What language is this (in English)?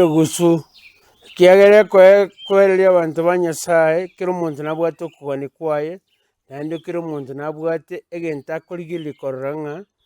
Gusii